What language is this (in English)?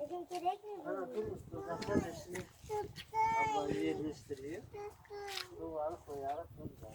Crimean Tatar